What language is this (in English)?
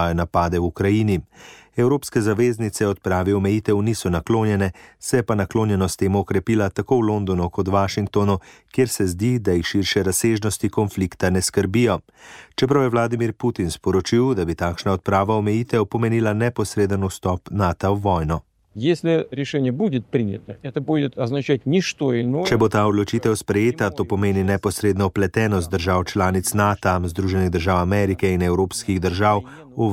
Slovenian